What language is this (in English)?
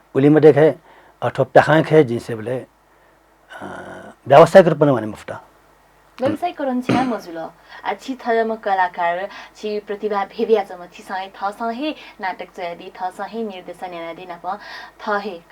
Newari